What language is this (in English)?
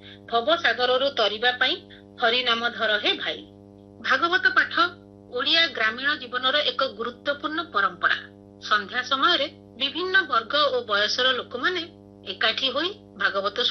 Odia